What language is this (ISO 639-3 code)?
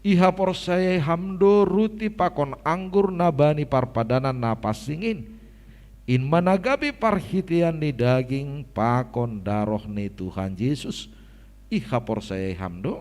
bts